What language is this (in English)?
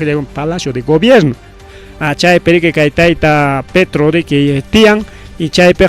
Ayacucho Quechua